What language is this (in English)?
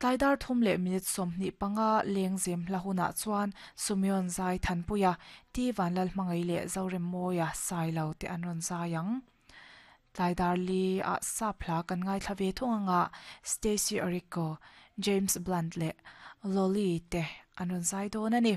Mizo